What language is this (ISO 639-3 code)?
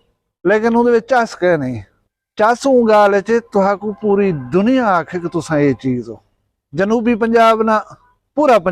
skr